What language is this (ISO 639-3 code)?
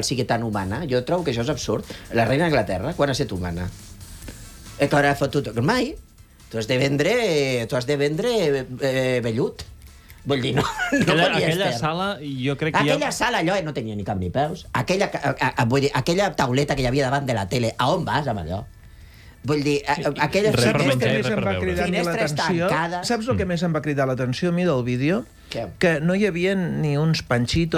cat